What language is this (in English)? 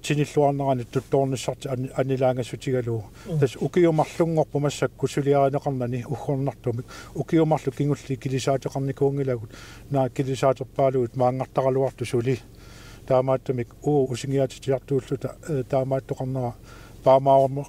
Kalaallisut